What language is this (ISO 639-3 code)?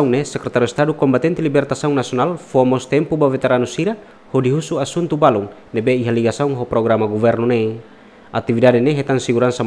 tet